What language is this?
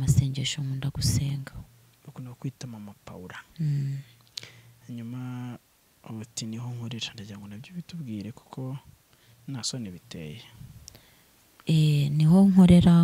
Kinyarwanda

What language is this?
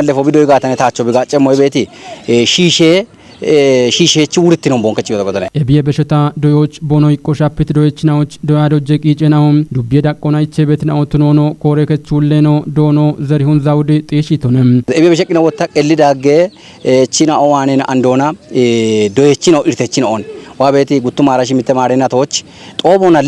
Kafa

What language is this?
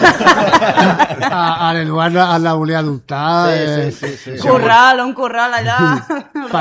Catalan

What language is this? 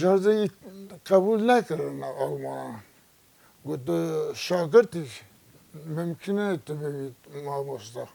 Kurdish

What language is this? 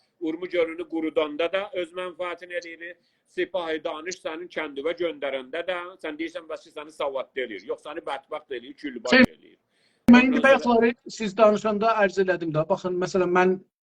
South Azerbaijani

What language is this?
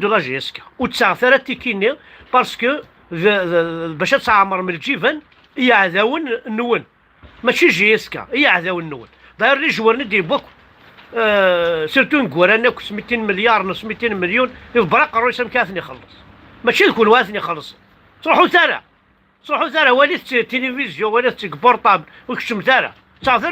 Kabyle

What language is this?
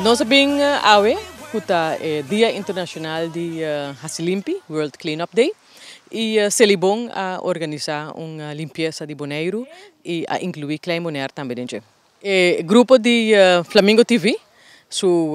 Papiamento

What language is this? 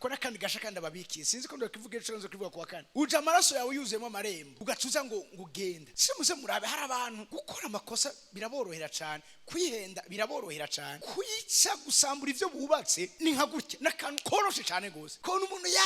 Rundi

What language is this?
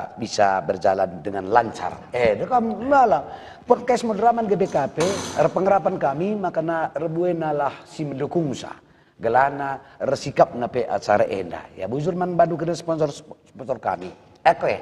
Batak Karo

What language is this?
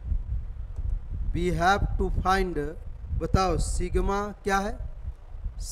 Hindi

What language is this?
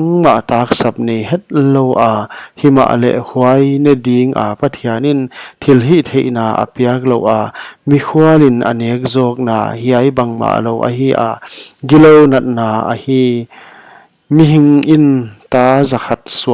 Paite Chin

